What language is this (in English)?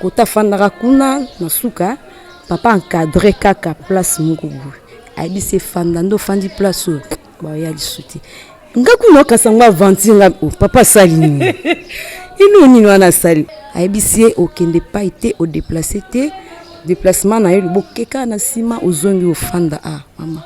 Lingala